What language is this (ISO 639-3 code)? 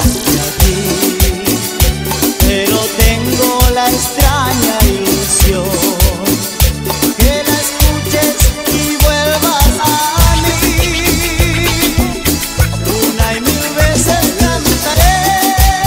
spa